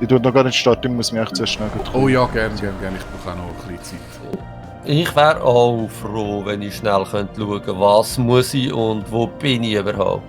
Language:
Swiss German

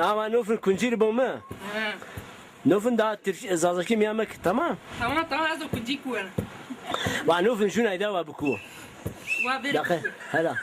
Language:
Zaza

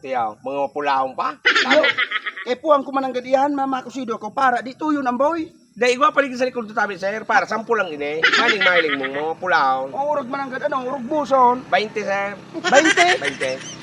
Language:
Bikol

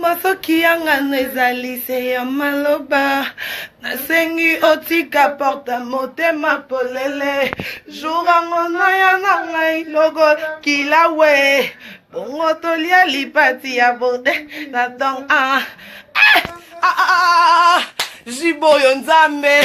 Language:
Lingala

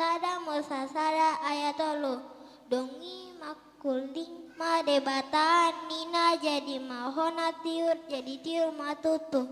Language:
Batak Toba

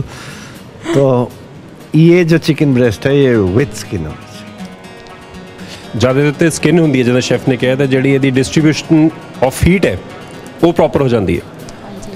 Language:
Punjabi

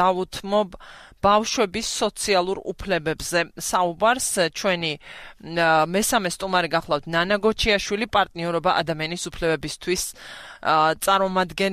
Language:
Georgian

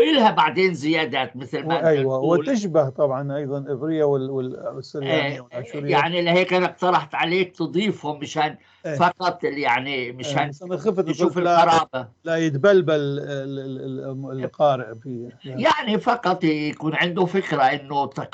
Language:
North Levantine Arabic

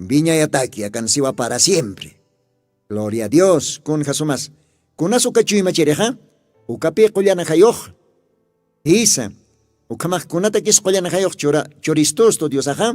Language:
Aymara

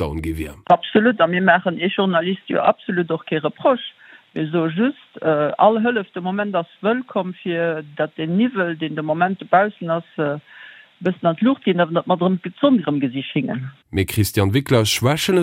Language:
Luxembourgish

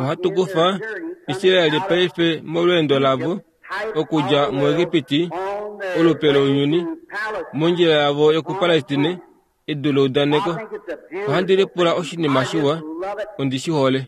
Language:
Kuanyama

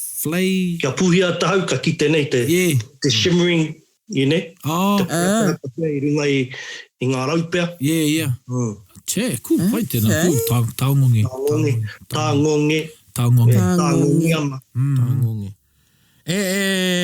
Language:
Māori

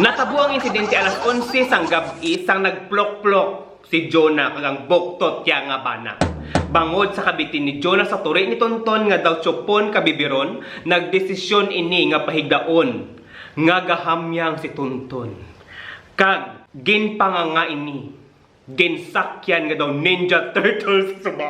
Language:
Hiligaynon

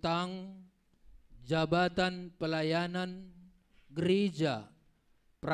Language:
Batak Simalungun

